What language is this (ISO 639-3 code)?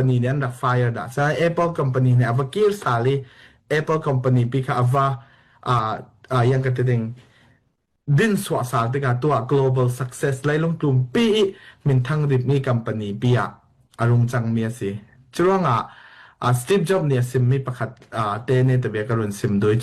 cfm